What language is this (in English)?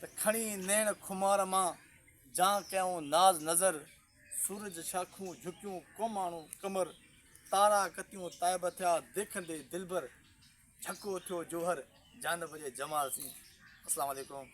Sindhi